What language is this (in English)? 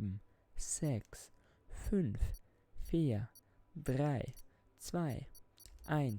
Swiss German